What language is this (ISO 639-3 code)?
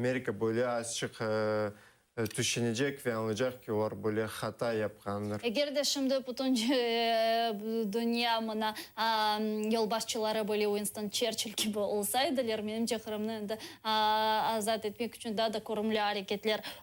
crh